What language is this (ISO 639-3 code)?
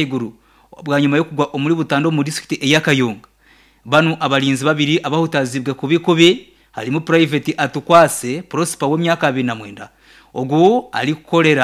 nyn